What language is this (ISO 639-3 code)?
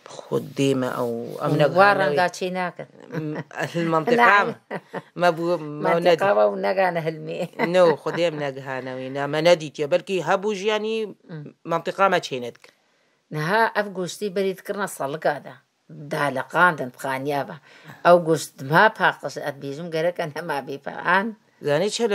kur